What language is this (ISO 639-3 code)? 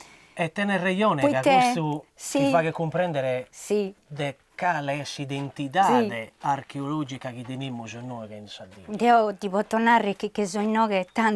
srd